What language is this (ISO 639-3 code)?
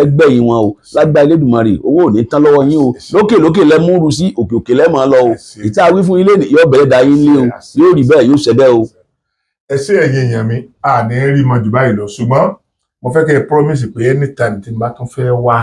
yor